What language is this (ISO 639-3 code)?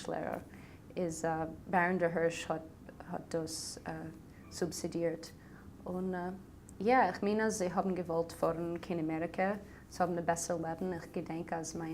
yid